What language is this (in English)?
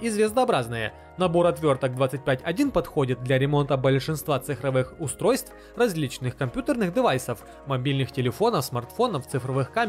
Russian